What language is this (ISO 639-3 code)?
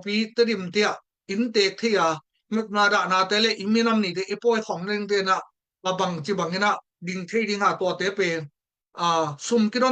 ctd